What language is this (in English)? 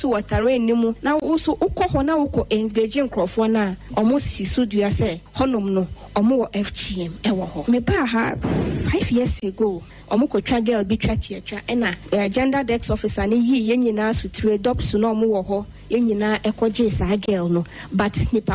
Akan